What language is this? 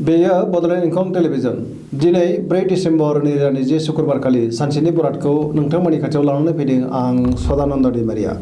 Bodo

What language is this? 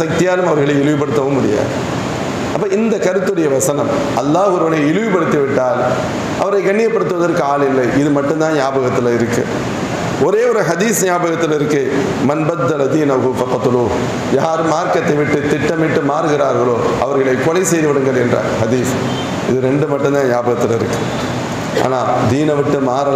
Tamil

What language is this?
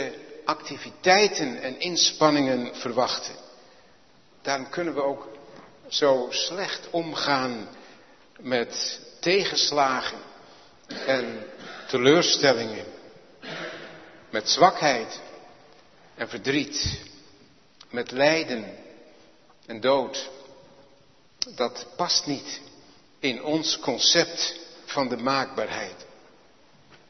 Dutch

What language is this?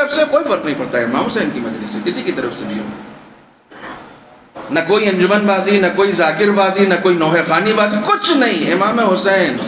Urdu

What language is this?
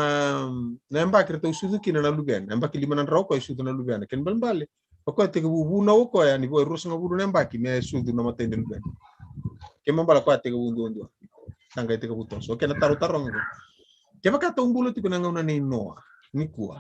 Fijian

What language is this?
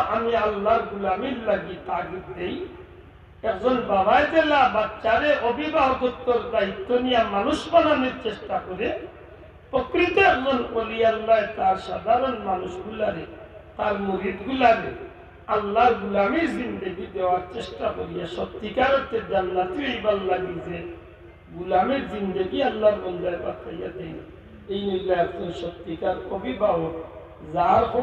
Sylheti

